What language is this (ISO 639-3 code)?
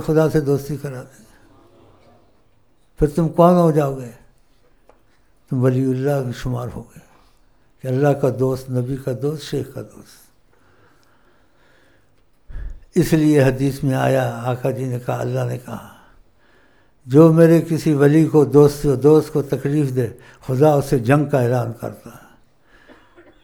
urd